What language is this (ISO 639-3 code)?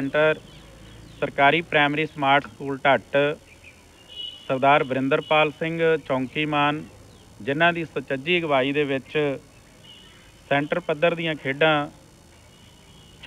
pan